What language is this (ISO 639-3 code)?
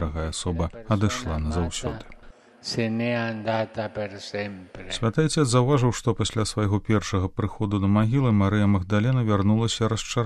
bel